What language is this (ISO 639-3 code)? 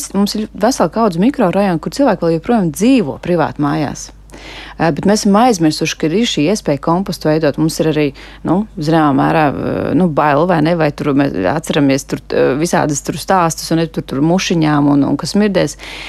lav